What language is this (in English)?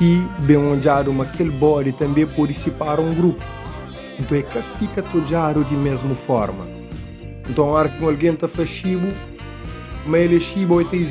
Kabuverdianu